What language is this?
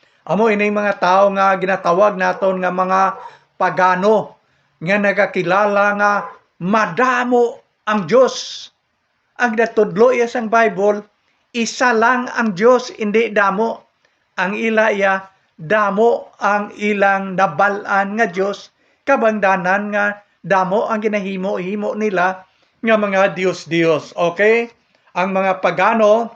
Hiligaynon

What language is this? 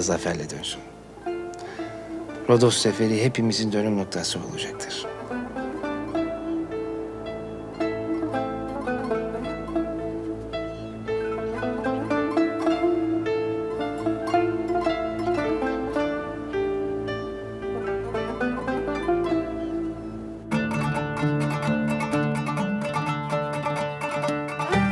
Turkish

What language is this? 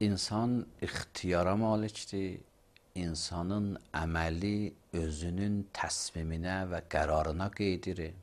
Azerbaijani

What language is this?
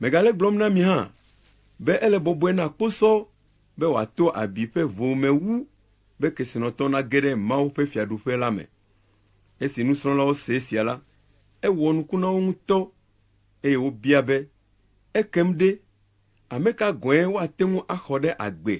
Ewe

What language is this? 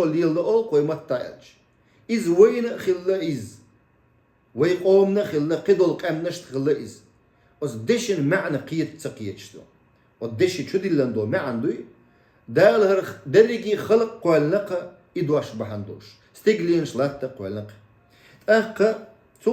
Chechen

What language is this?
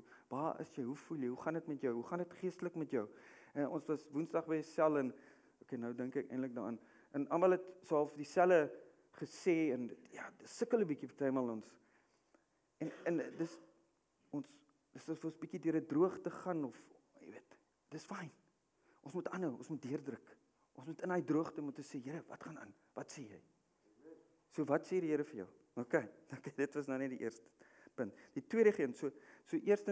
Afrikaans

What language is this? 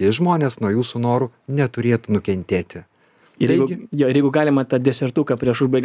Lithuanian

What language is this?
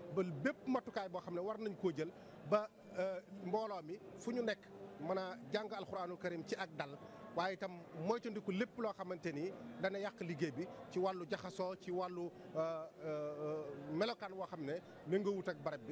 Wolof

